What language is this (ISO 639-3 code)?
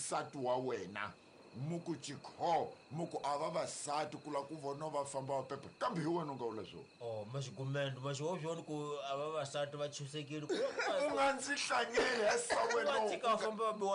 tso